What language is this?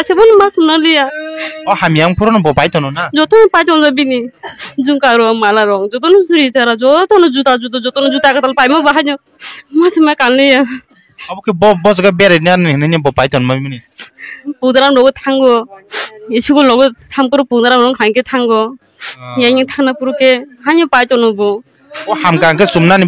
Kok Borok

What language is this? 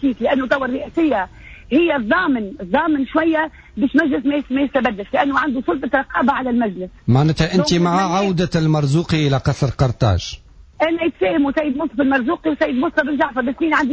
Tunisian Arabic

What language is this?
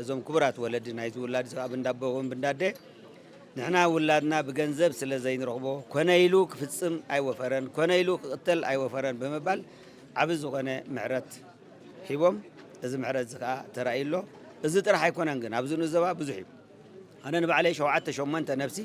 Tigrinya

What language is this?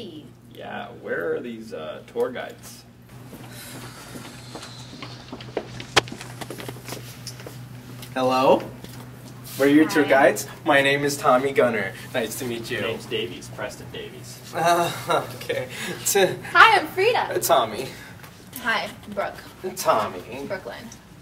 English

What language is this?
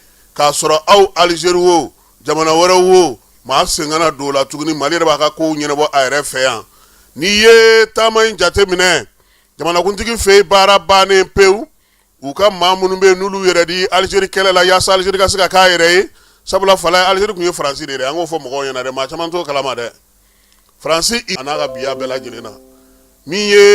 Bambara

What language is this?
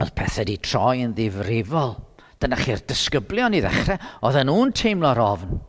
Welsh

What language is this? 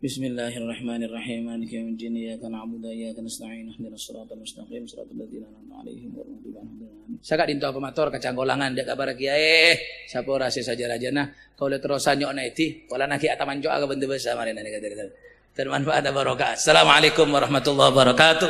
Madurese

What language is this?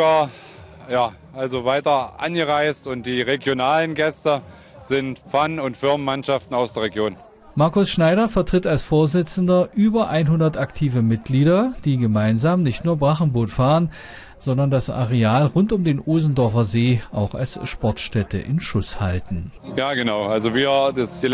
German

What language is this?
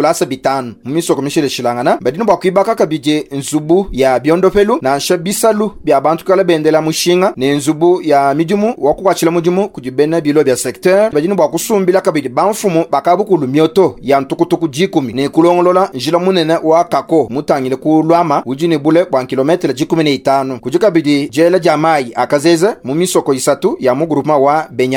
Luba-Lulua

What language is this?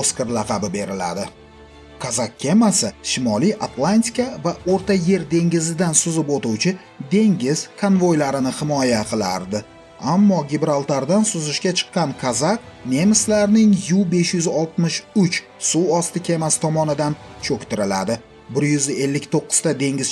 Uzbek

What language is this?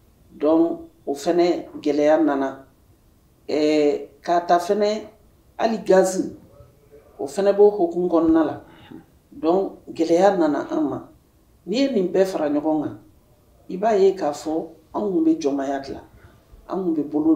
Bambara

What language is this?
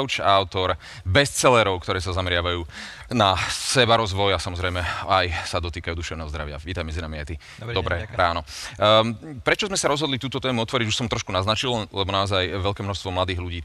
Slovak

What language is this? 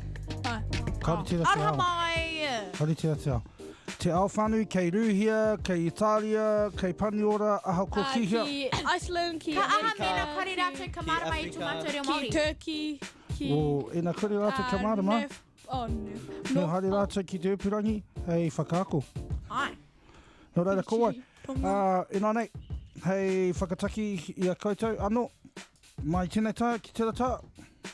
Māori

